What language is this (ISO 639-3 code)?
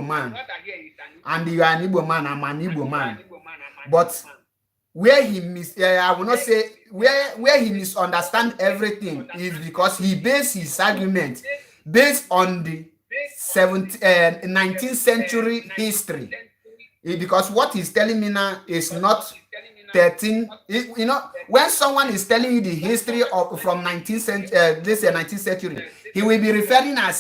ibo